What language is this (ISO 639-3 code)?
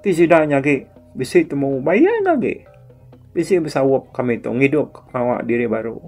iba